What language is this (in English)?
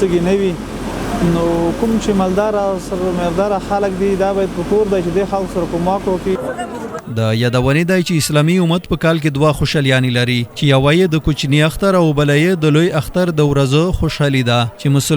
Pashto